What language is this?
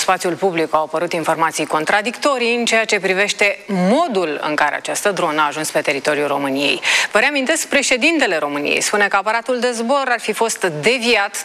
Romanian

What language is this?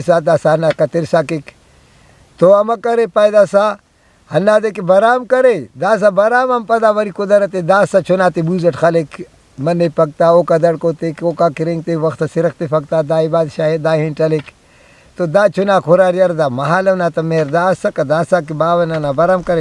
Brahui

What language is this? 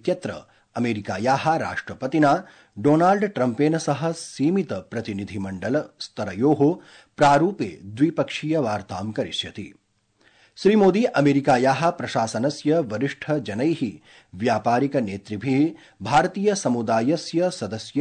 Sanskrit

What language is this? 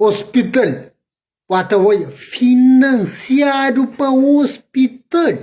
Kabuverdianu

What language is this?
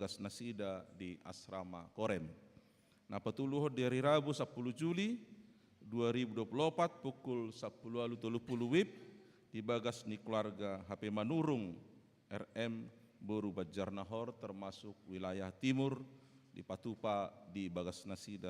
Batak Toba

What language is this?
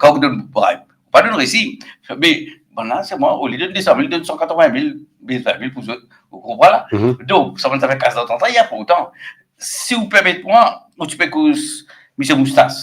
Morisyen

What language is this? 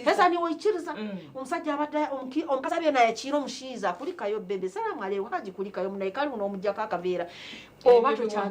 Nyankole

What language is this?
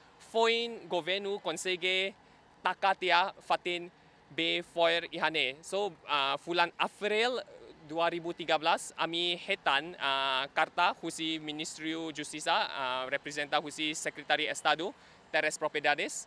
Tetum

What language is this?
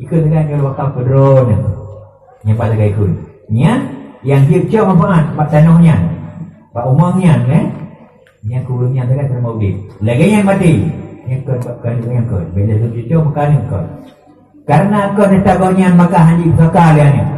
Achinese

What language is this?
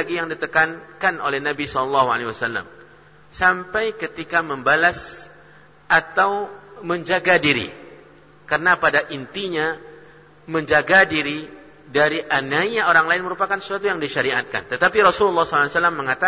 Indonesian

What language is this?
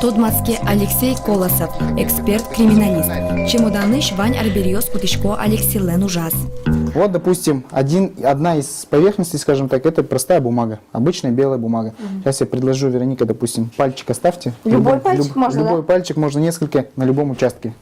Udmurt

